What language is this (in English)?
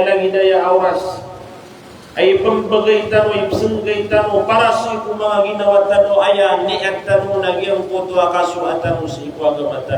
Maranao